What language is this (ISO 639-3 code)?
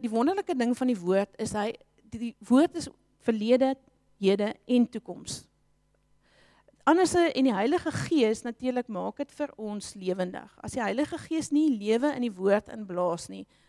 afr